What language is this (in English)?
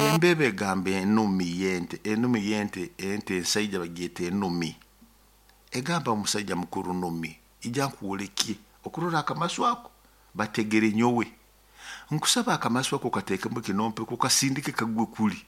Nyoro